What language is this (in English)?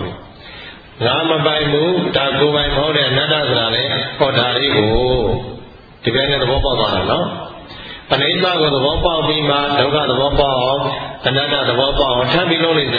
Burmese